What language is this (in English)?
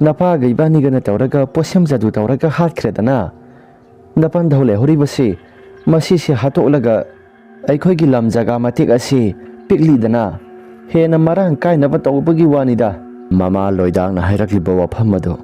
Manipuri